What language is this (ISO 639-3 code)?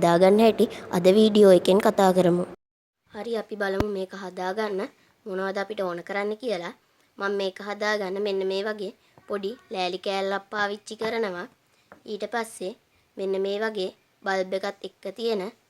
sin